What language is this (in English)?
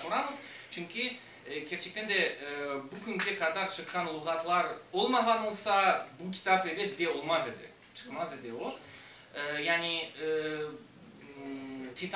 Crimean Tatar